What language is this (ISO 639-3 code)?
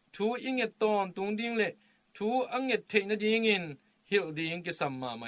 ctd